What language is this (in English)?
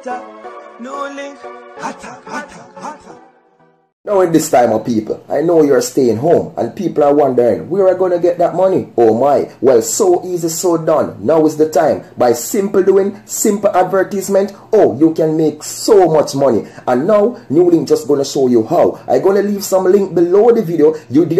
Jamaican Creole English